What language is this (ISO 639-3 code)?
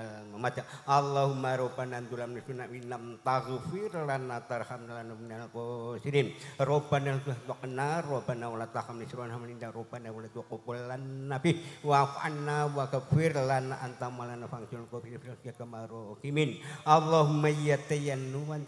jav